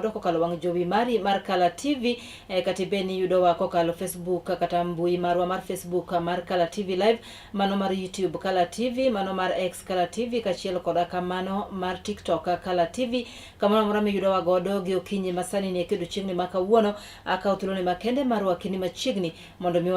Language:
Luo (Kenya and Tanzania)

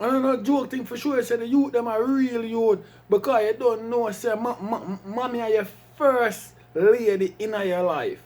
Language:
Jamaican Creole English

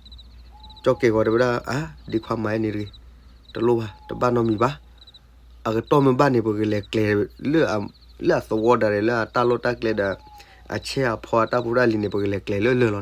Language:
S'gaw Karen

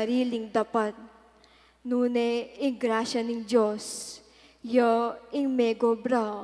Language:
Pampanga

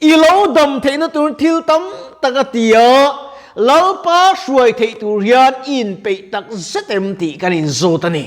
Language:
Mizo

